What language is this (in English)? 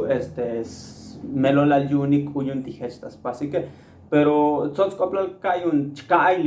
Tzotzil